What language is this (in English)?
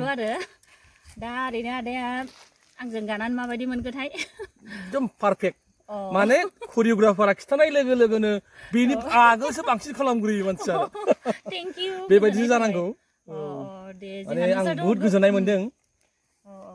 Bodo